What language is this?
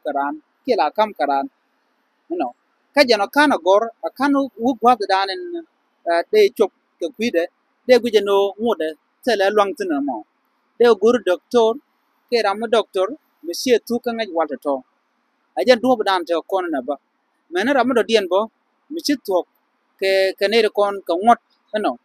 Nuer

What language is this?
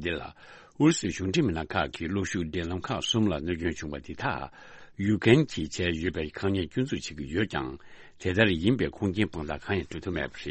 Tibetan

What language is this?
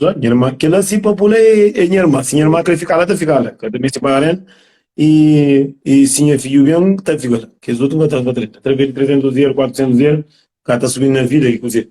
Kabuverdianu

